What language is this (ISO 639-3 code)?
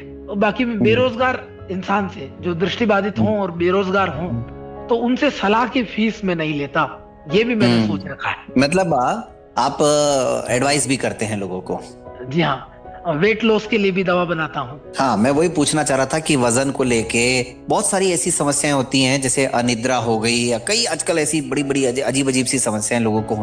hin